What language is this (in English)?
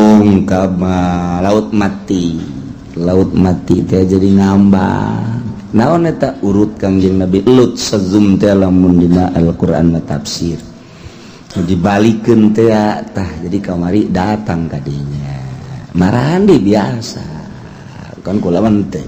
Sundanese